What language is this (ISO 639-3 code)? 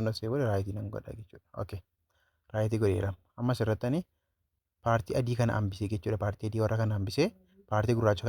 orm